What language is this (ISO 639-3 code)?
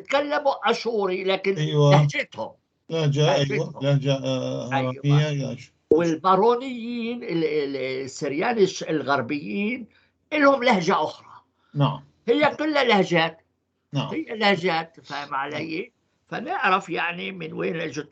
apc